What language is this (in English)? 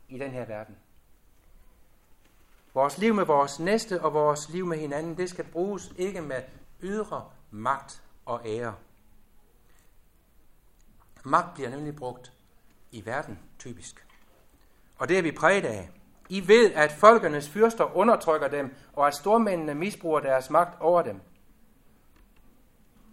Danish